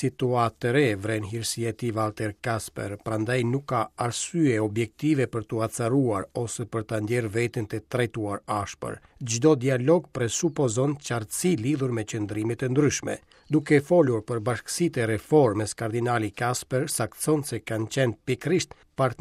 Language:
Albanian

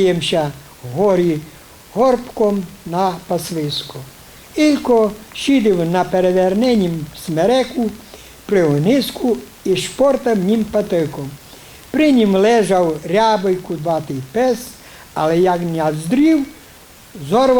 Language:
Rusyn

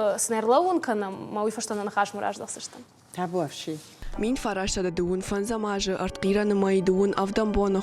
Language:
Ossetic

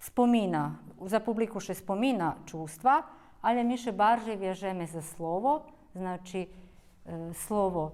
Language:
Rusyn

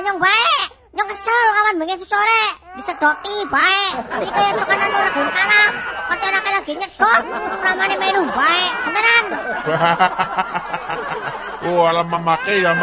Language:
Javanese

